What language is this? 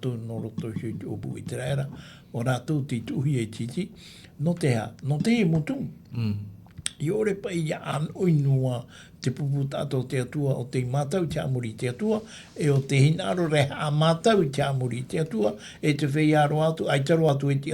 Tahitian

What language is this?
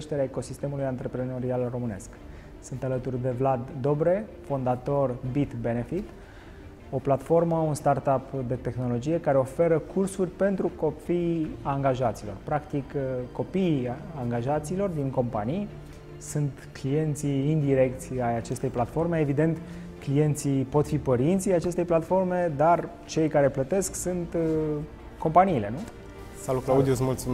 Romanian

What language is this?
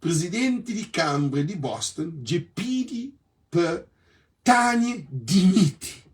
Kabuverdianu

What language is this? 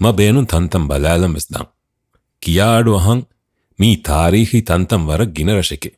Divehi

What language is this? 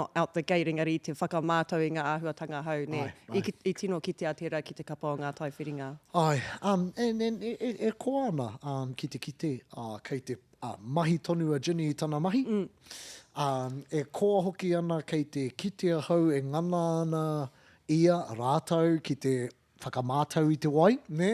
Māori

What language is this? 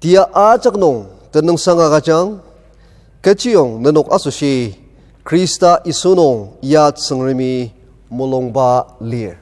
Ao Naga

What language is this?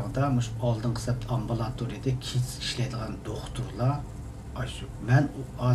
Uyghur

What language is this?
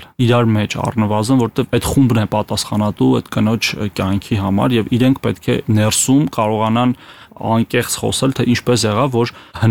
Armenian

